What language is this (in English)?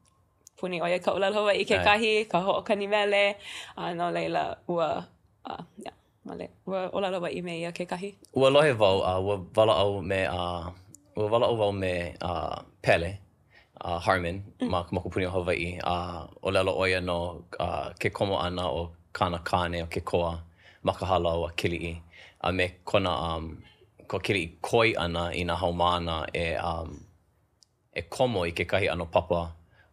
Hawaiian